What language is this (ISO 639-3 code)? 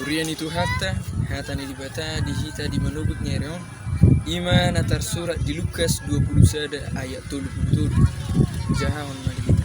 bbc